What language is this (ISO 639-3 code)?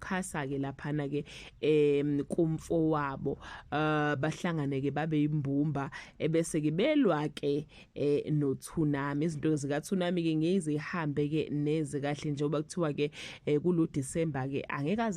zul